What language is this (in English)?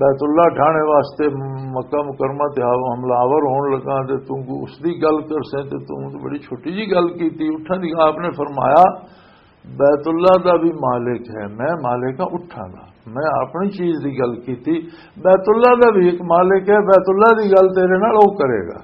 Western Panjabi